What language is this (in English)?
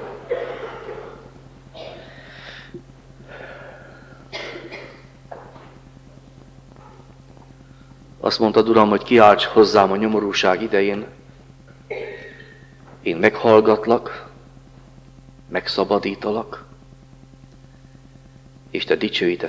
Hungarian